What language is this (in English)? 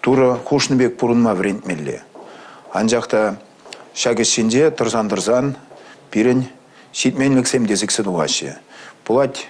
Chuvash